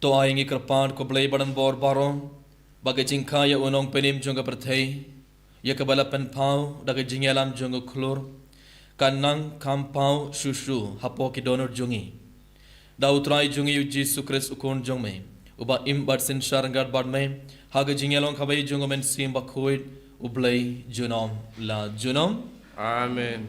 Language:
Khasi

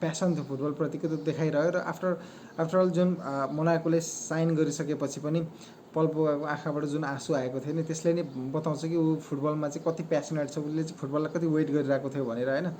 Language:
Nepali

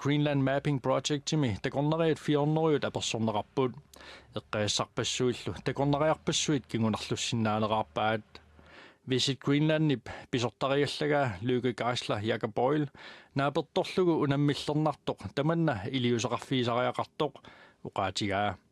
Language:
Kalaallisut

